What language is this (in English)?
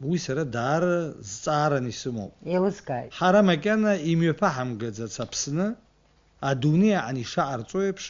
Abkhazian